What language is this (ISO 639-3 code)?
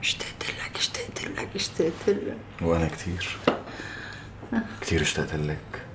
apc